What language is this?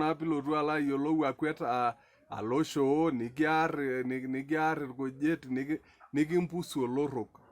Masai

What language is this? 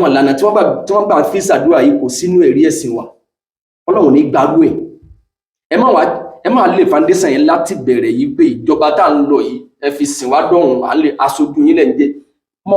Yoruba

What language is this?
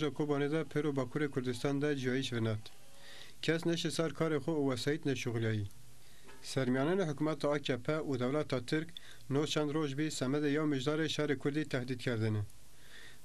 Zaza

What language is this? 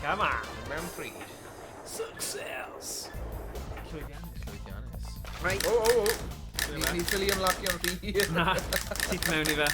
Welsh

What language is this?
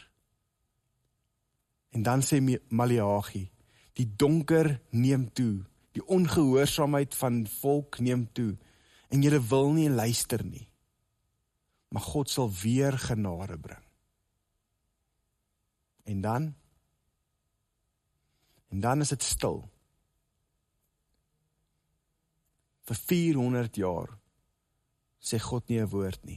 Afrikaans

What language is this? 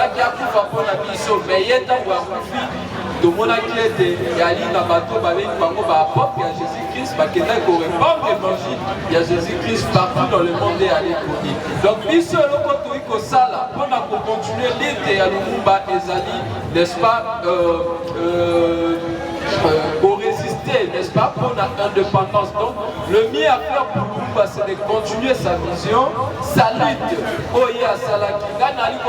Lingala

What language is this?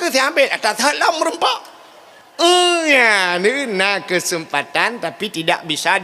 Achinese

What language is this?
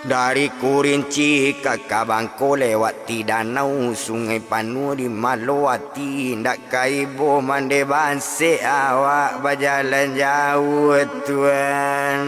Minangkabau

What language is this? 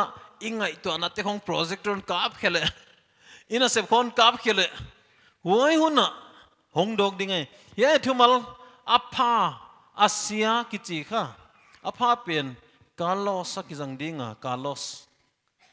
Paite Chin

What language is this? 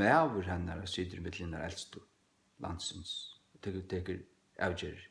Faroese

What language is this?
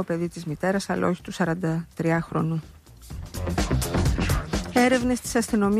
Greek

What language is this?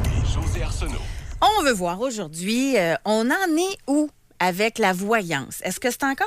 French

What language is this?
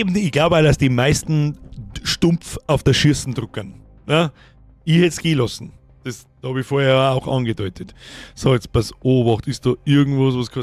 Bavarian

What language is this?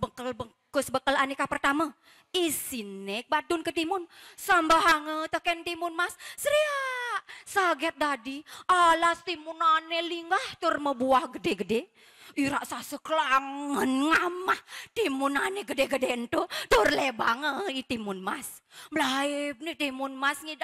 Balinese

